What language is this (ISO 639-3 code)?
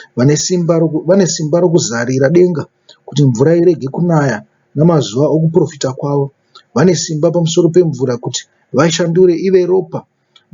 sna